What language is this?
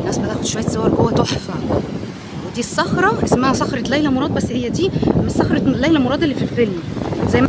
Egyptian Arabic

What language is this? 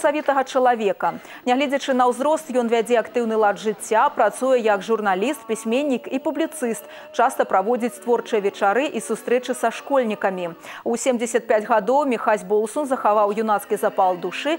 Belarusian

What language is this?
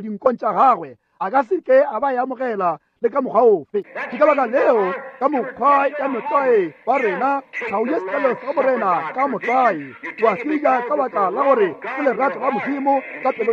Northern Sotho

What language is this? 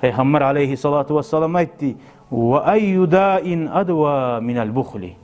Kumyk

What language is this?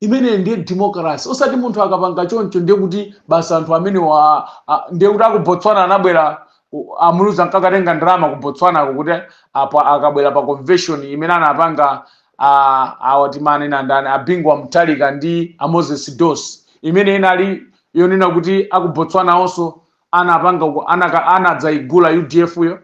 Nyanja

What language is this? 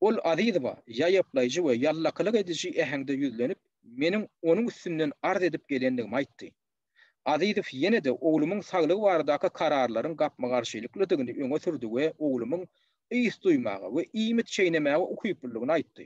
Turkmen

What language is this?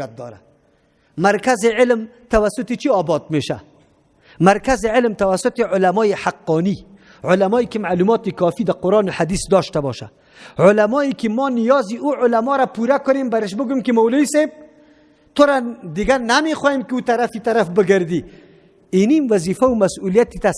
Persian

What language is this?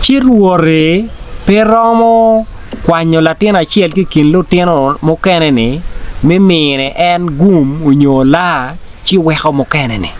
Acoli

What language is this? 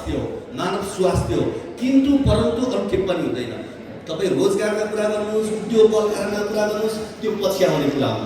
Nepali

